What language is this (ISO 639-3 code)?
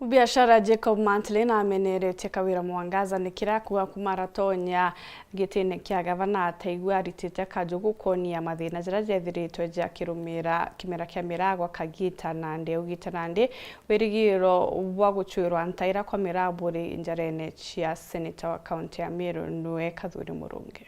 mer